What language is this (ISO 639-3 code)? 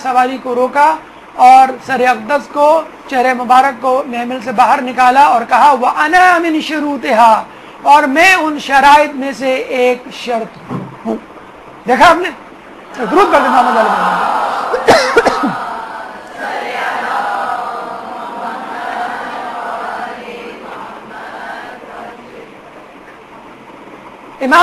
urd